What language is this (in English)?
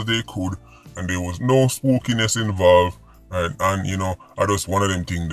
Jamaican Creole English